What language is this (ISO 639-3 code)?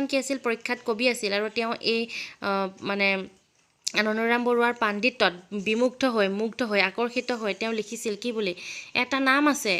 asm